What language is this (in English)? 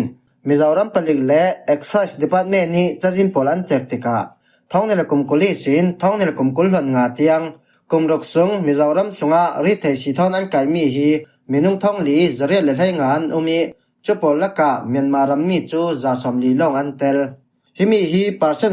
Falam Chin